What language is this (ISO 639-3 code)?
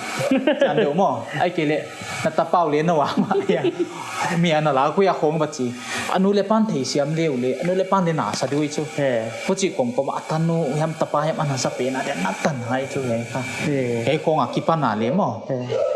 pck